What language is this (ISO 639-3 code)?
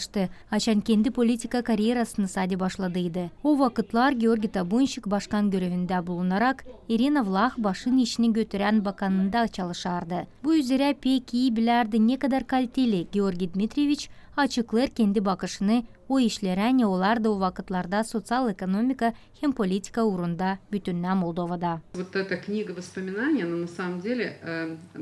gag